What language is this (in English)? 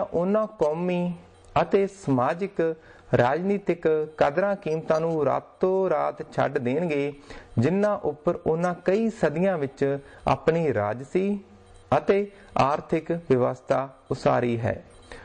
Punjabi